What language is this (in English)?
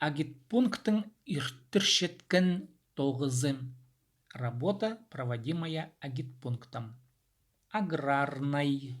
Khakas